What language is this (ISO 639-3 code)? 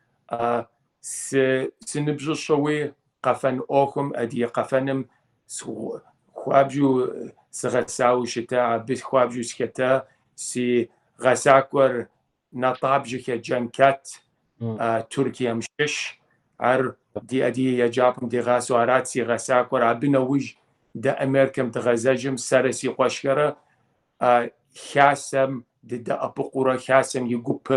kbd